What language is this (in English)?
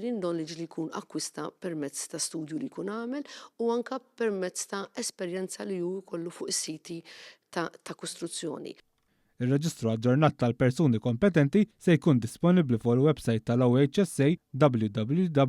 Maltese